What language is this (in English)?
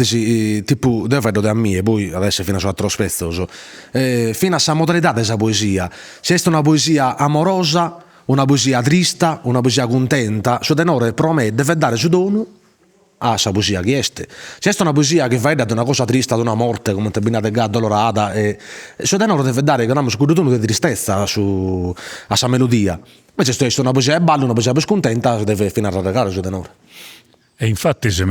Sardinian